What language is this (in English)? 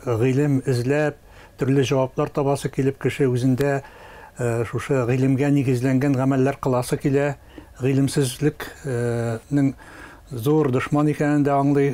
Tatar